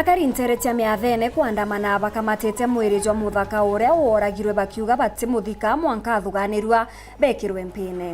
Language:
Meru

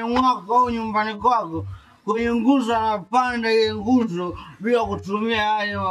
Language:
Swahili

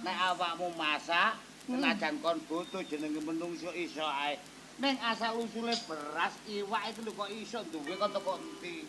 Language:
Javanese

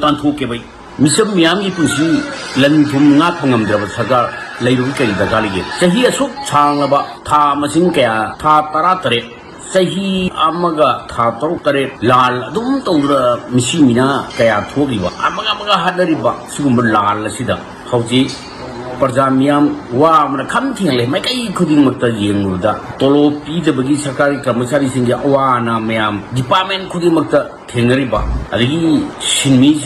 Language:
Manipuri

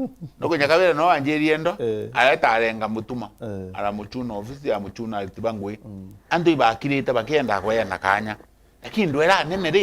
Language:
Meru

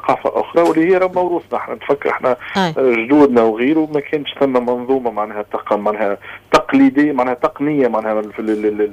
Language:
Tunisian Arabic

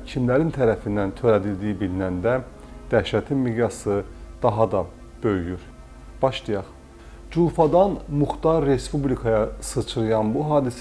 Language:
Azerbaijani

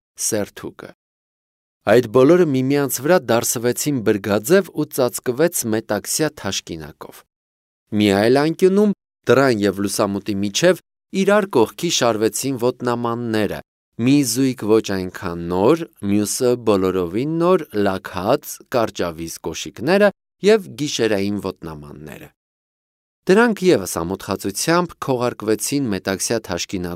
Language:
Armenian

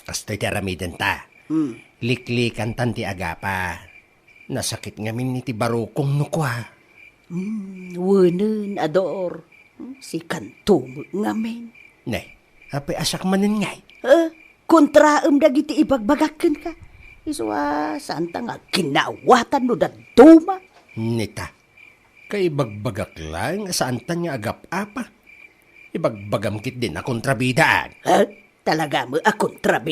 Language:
Iloko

